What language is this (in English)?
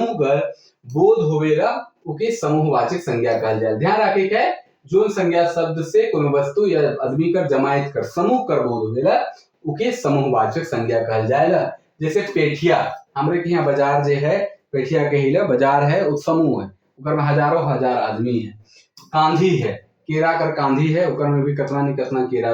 Sadri